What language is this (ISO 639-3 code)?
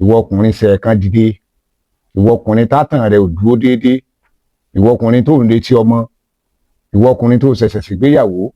yor